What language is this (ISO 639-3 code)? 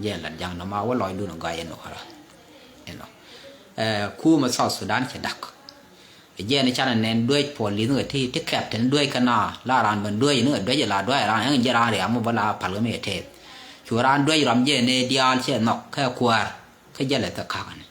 nus